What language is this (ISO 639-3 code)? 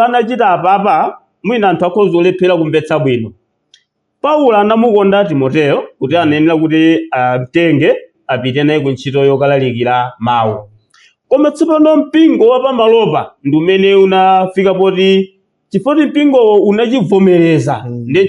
nya